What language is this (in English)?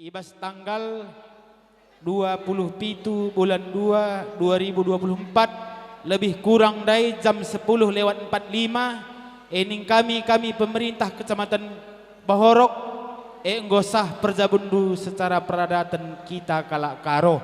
Batak Karo